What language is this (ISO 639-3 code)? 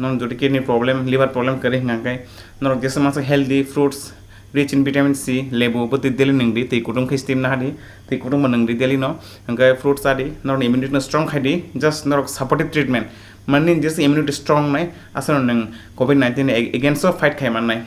trp